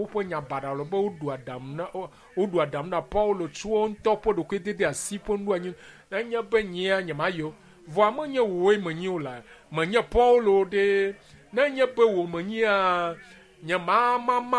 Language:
Ewe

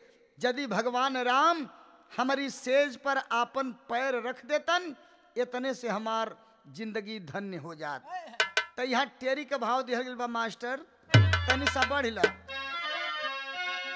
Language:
Bhojpuri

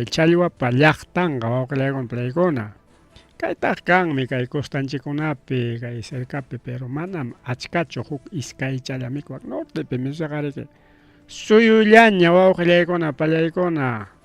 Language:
Ayacucho Quechua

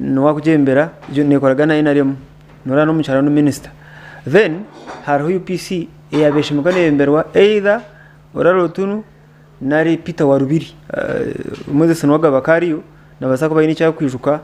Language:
Nyankole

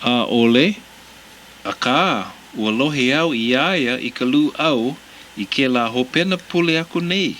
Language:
Hawaiian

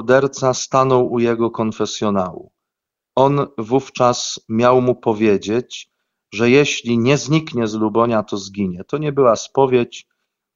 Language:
Polish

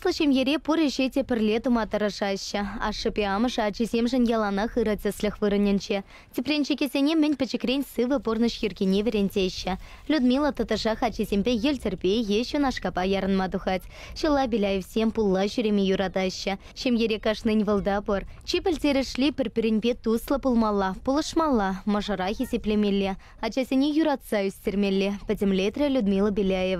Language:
Chuvash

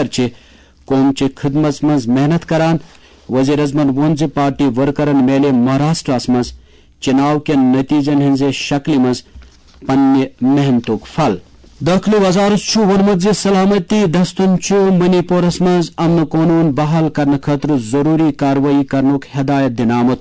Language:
Kashmiri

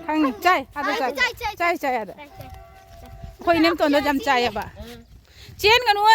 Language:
Manipuri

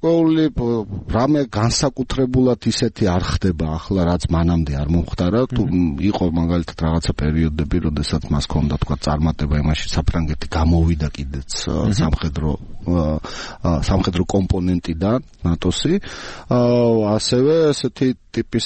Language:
Georgian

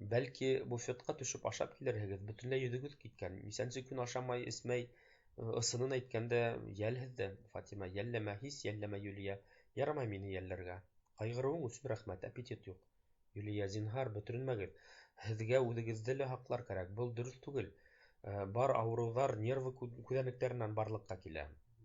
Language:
Bashkir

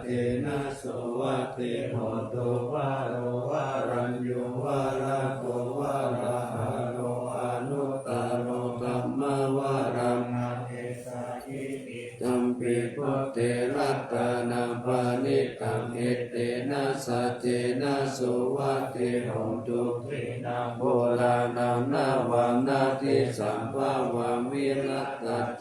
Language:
Pali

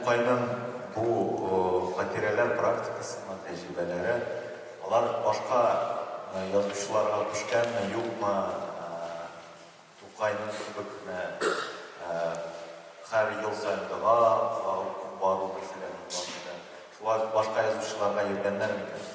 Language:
Tatar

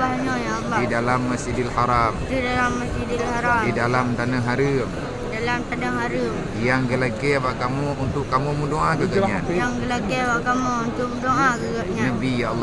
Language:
Achinese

